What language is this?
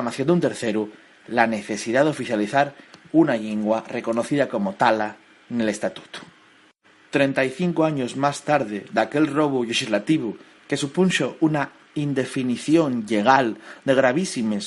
Asturian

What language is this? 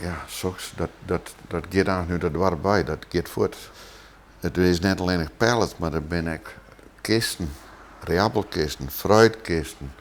Western Frisian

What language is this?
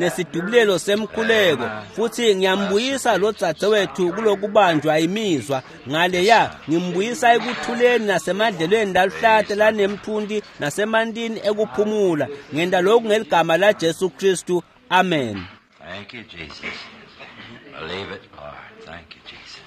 Swati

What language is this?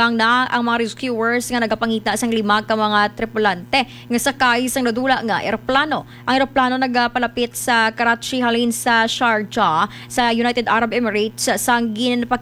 Hiligaynon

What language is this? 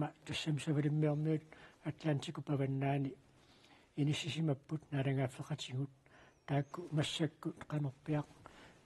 Kalaallisut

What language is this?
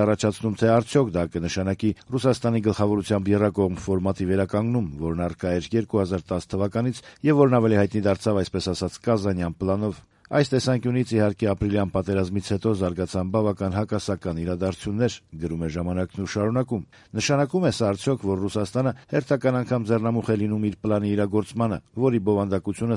Armenian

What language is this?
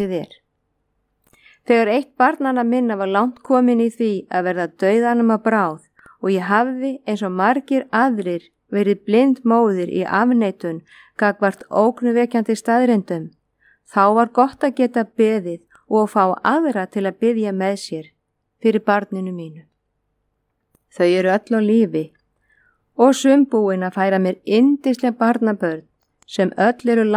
Icelandic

